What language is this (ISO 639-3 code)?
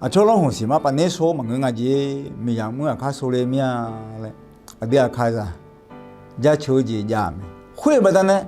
ahk